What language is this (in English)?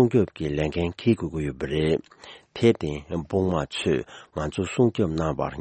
Tibetan